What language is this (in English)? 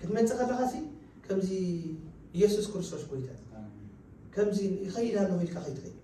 Tigrinya